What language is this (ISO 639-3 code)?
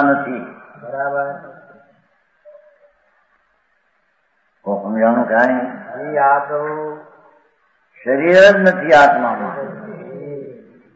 guj